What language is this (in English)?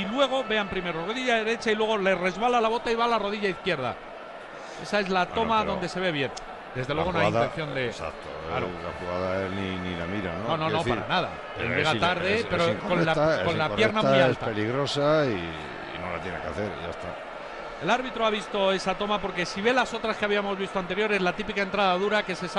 Spanish